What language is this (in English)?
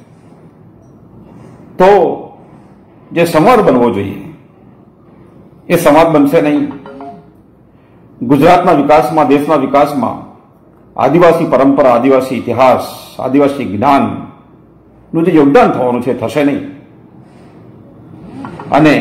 Gujarati